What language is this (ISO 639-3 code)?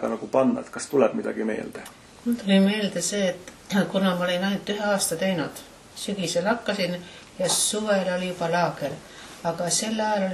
est